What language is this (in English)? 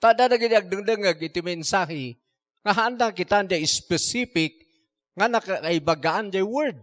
Iloko